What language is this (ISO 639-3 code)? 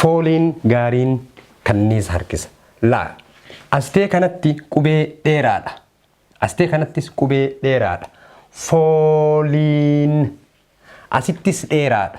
orm